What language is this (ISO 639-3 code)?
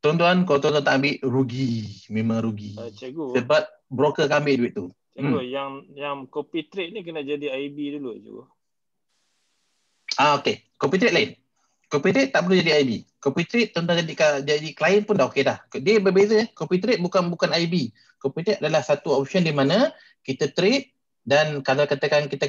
msa